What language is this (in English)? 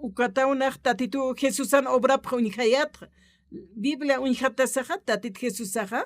Aymara